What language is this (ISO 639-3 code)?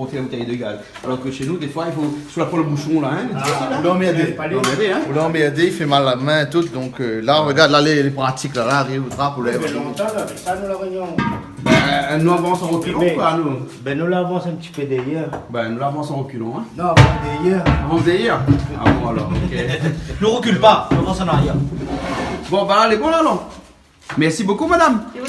rcf